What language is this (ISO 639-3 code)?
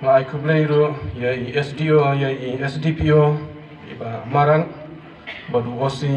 kha